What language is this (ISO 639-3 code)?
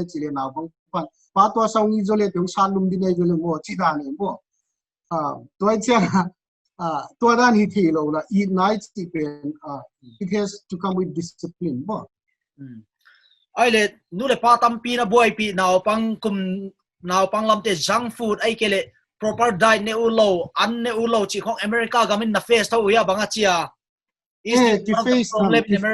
pck